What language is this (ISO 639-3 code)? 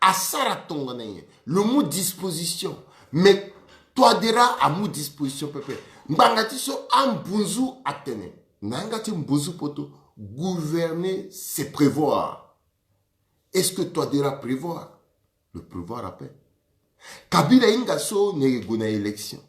sag